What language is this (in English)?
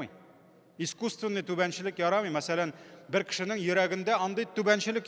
Tatar